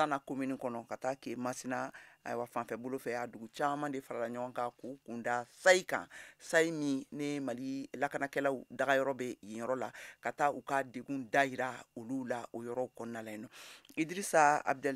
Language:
Bambara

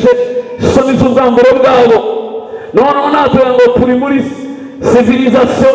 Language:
Kinyarwanda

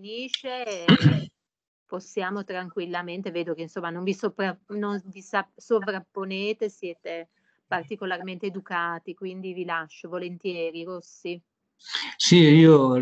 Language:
Italian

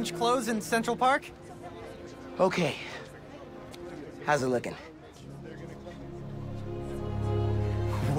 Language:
English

